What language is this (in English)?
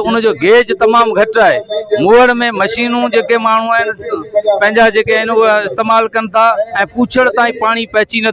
Sindhi